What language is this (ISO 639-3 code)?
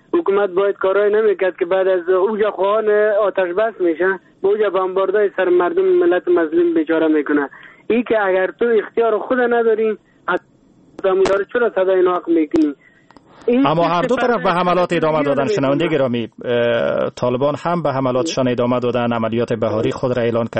fas